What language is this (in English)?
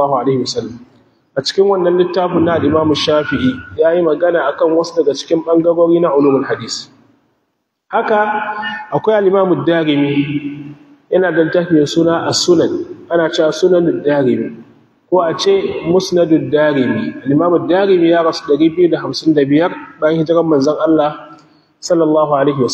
Hausa